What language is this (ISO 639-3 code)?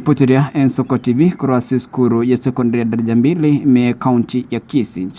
guz